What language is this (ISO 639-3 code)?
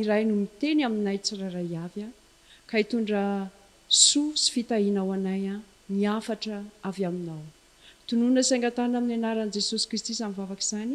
mlg